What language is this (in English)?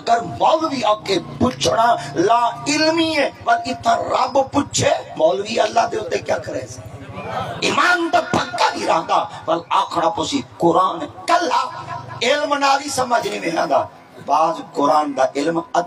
Saraiki